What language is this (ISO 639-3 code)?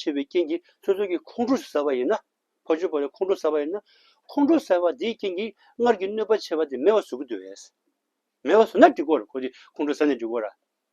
bod